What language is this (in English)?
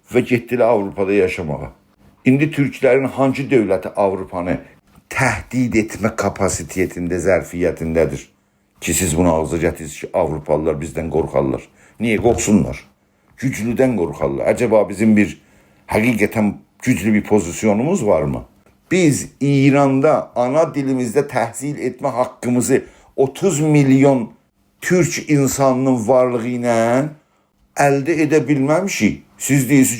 South Azerbaijani